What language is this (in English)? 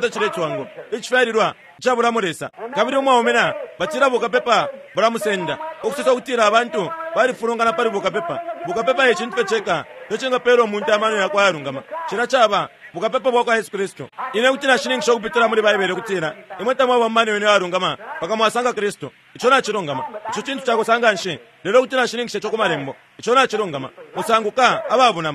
Bemba